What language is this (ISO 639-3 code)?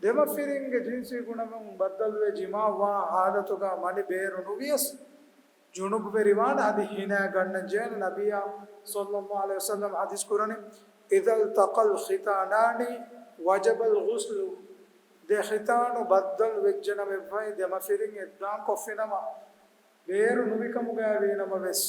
div